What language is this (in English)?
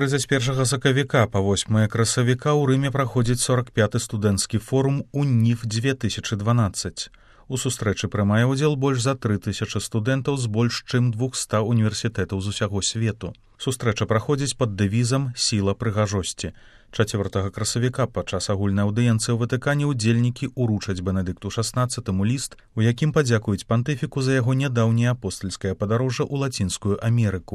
Belarusian